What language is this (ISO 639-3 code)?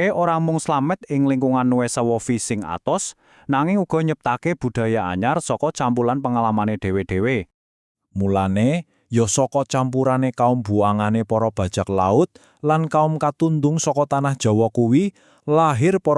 jav